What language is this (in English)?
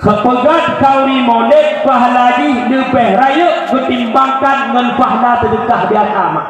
Achinese